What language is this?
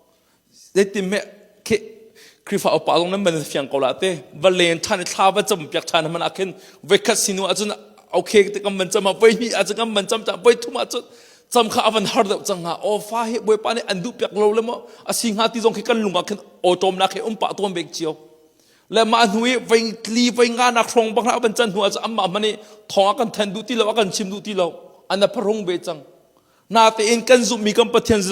Hakha Chin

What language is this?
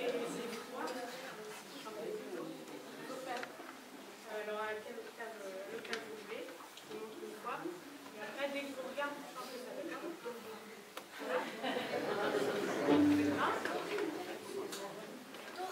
French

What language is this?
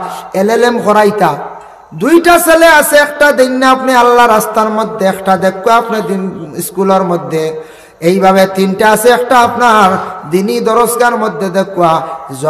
Sylheti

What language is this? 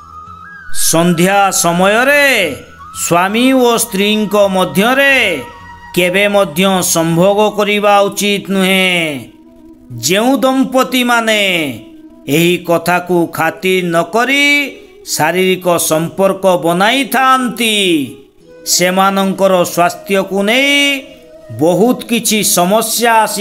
Odia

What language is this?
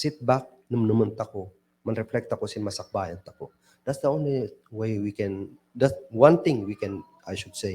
Kankanaey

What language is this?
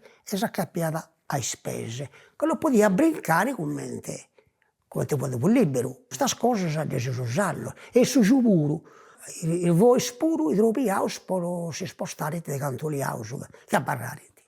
Sardinian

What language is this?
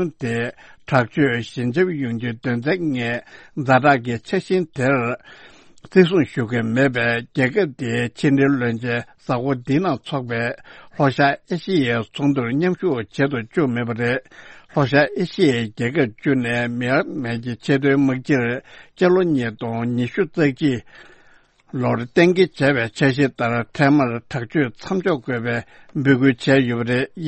Tibetan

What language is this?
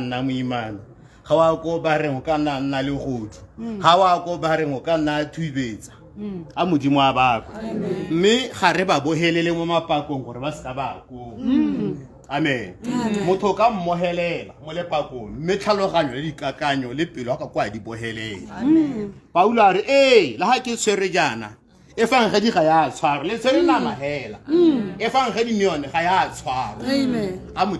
Tswana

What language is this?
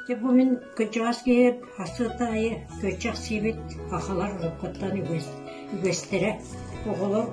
Yakut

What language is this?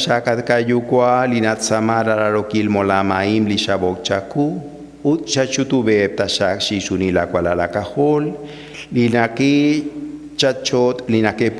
Kekchí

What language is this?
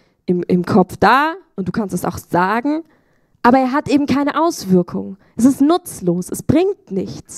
Swiss German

